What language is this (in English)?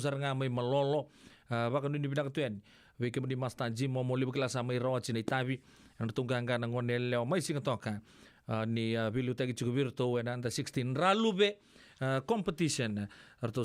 Fijian